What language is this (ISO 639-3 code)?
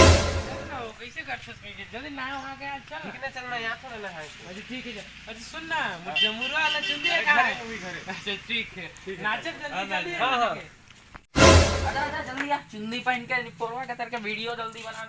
hne